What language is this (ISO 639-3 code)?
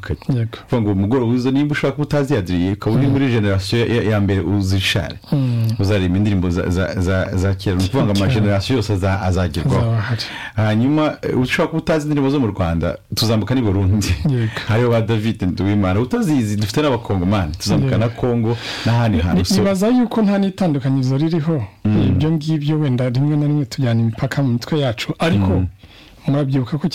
kin